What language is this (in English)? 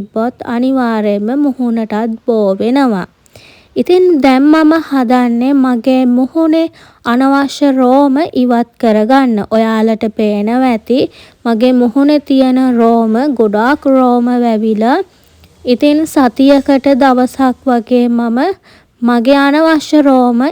Sinhala